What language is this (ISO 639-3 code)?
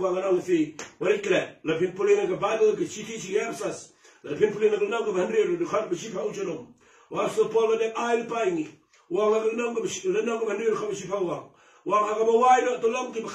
kha